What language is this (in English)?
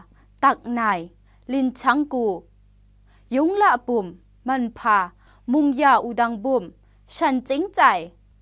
Kachin